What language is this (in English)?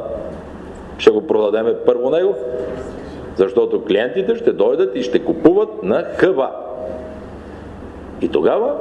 Bulgarian